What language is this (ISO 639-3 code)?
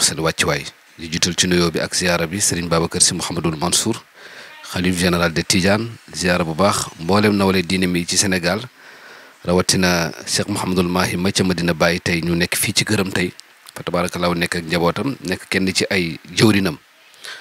wol